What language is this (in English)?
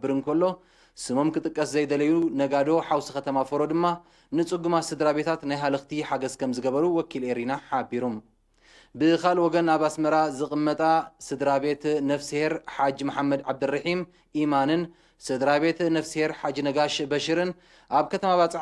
Tigrinya